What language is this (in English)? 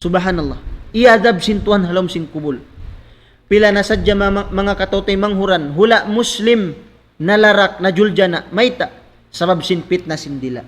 Tausug